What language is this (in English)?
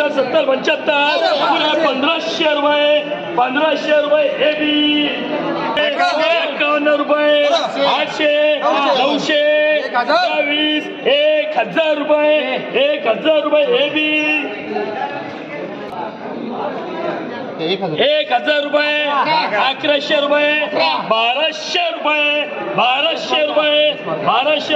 Marathi